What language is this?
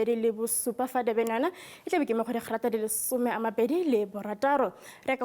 Tswana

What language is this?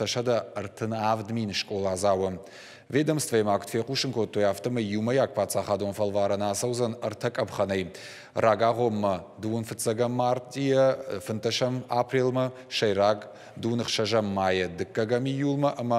Ossetic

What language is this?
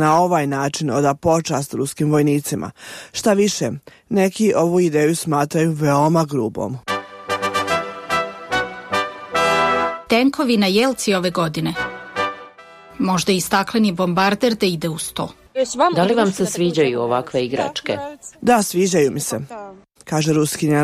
Serbian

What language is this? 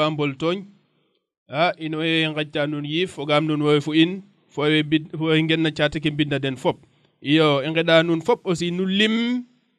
Serer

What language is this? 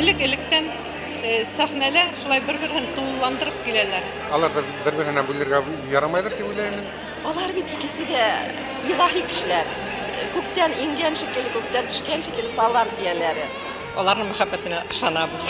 Bashkir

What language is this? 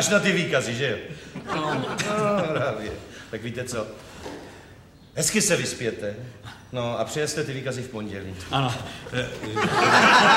Czech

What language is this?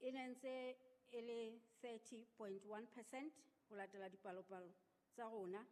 Southern Sotho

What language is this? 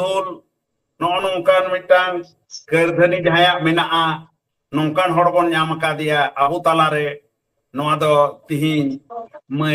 Santali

